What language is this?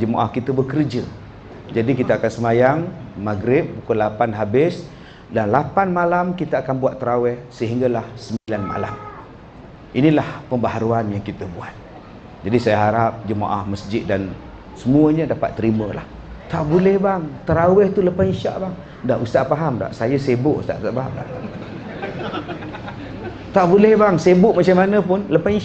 Malay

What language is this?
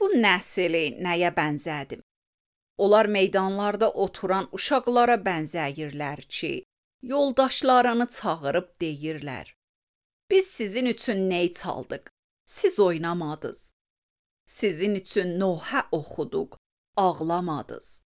Azerbaijani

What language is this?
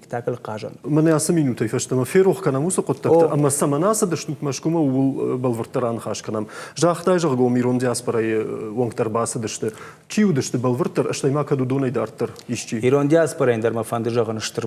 Ossetic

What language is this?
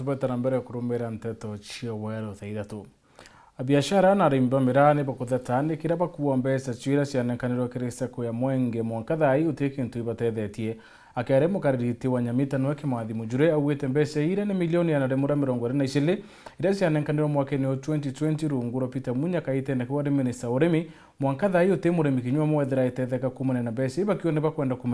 Meru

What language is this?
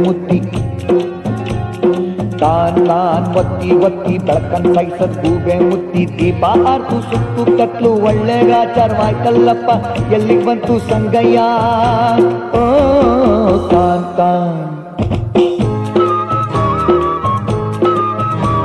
Kannada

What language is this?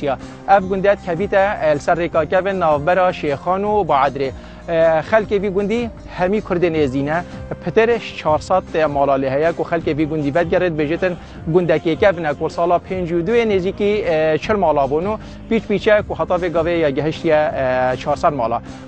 Kurdish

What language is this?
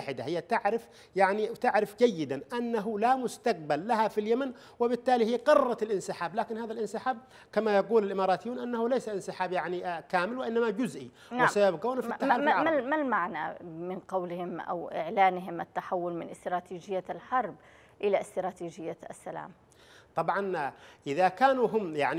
Arabic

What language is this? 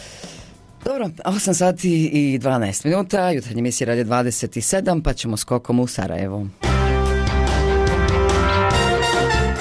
Bosnian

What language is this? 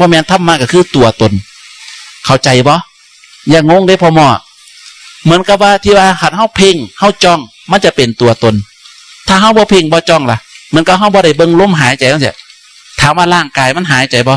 Northeastern Thai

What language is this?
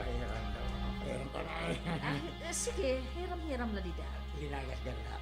Waray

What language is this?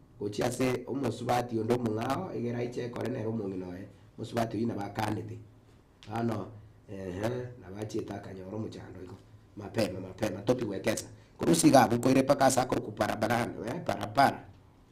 Gusii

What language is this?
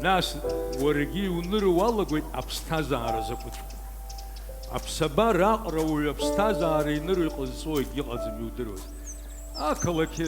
Abkhazian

